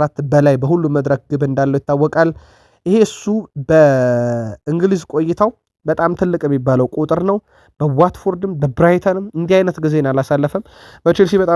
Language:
Amharic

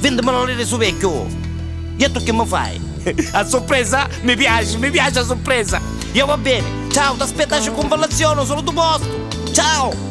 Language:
Neapolitan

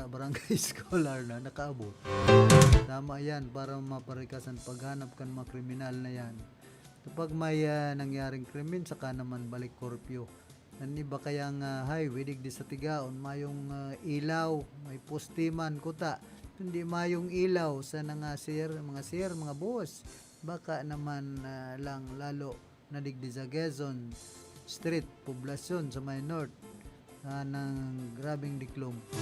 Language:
Bikol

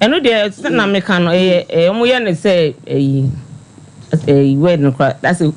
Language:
Akan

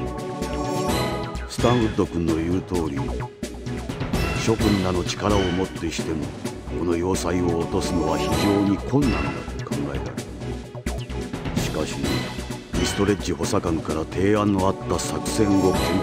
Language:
Japanese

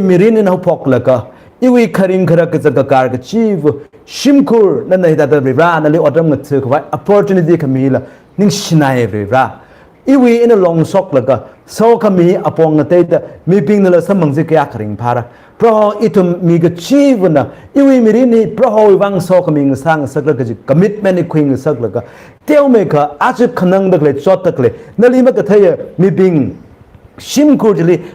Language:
Tangkhul Naga (India)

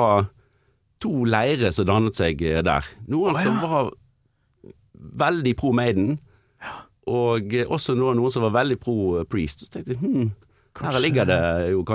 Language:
Norwegian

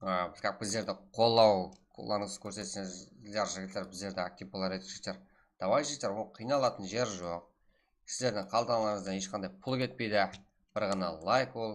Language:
Kara-Kalpak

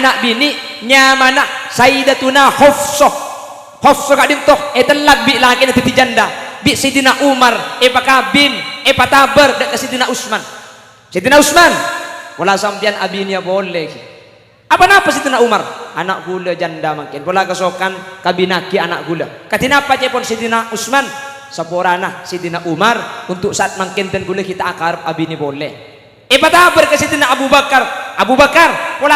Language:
Madurese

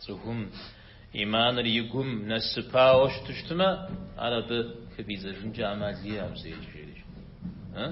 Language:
Kabardian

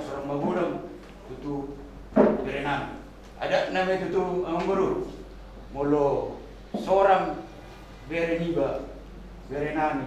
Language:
Batak Toba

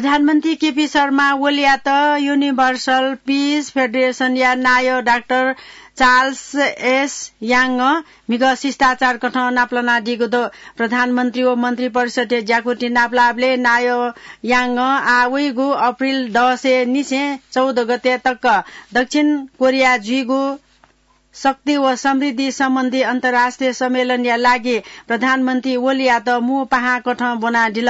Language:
Newari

